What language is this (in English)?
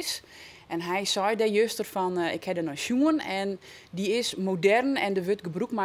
Western Frisian